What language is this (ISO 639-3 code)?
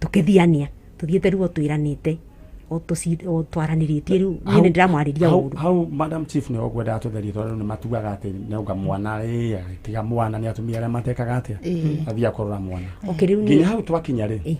kik